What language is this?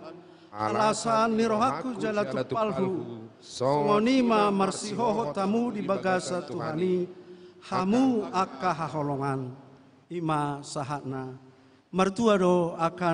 Batak Toba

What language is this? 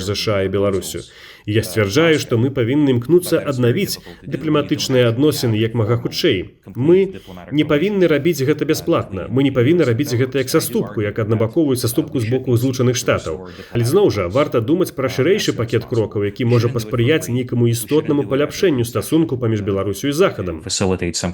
Belarusian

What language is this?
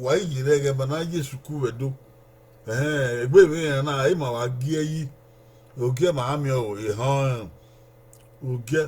Bini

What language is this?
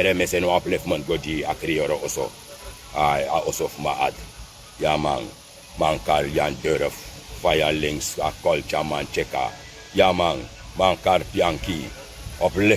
Sranan Tongo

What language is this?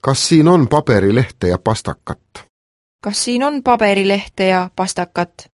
Estonian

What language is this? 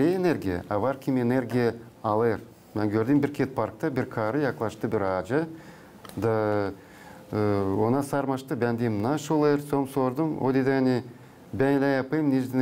Gagauz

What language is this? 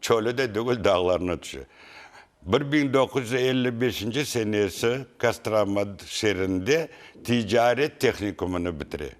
Crimean Tatar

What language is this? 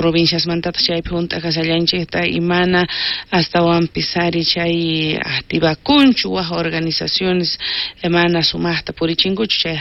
South Bolivian Quechua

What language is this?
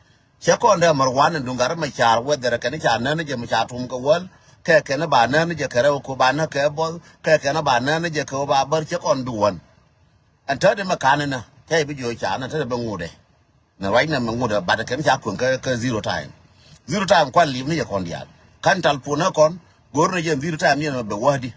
Nuer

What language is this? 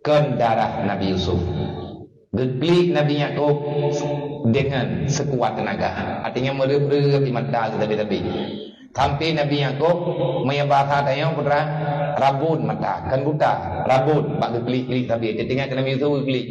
Achinese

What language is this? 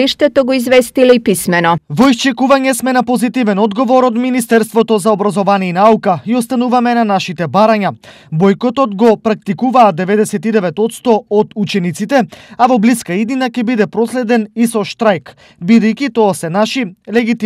Macedonian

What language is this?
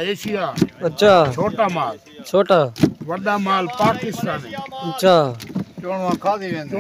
Saraiki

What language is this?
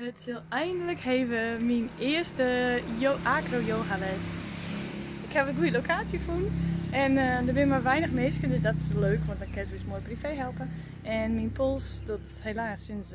Western Frisian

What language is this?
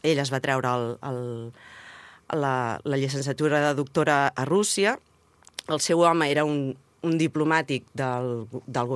Catalan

